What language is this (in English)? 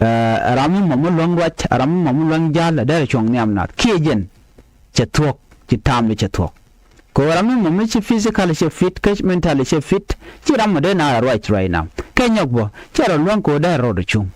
Nuer